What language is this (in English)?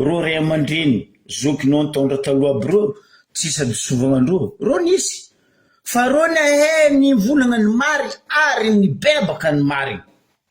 Malagasy